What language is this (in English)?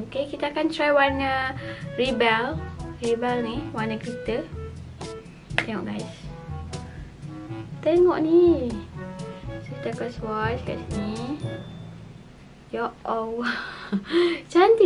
Malay